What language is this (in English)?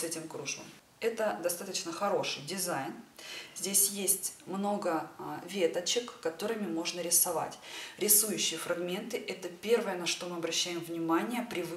Russian